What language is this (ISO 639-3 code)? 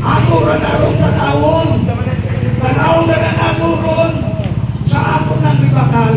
ceb